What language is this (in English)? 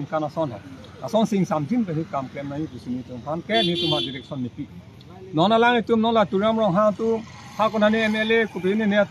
Karbi